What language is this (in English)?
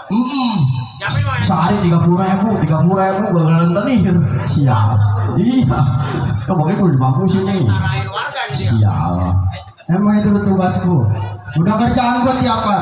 Betawi